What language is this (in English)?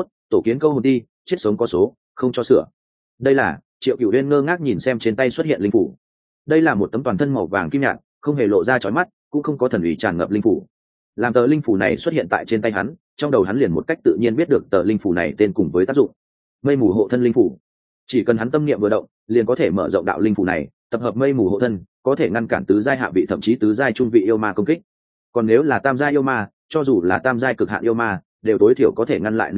Vietnamese